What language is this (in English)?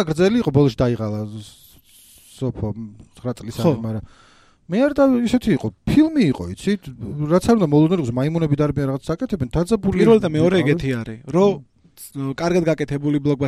Georgian